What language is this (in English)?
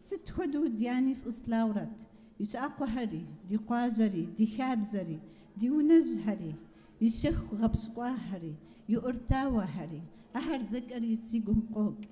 Kabardian